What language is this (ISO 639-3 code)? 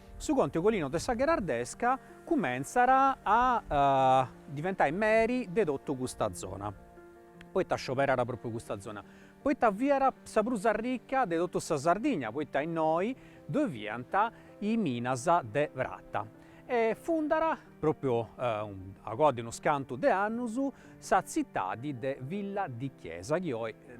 srd